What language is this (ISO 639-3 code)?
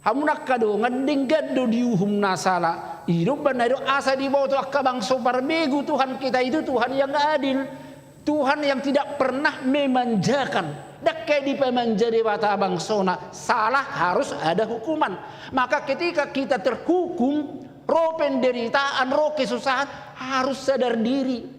bbc